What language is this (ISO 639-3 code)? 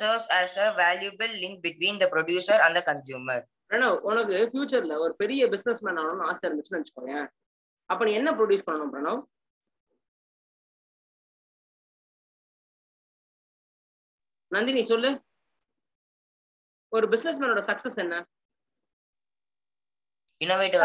tam